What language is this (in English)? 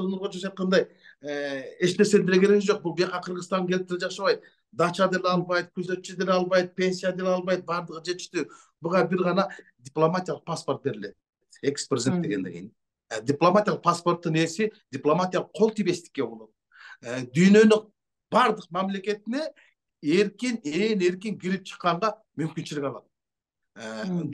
Kyrgyz